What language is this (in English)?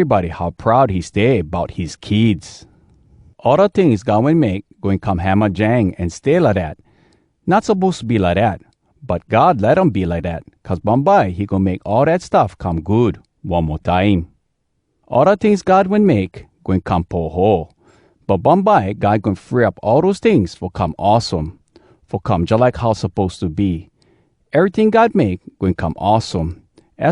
Hawai'i Creole English